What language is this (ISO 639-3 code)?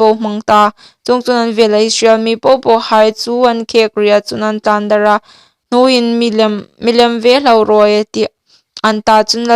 hmr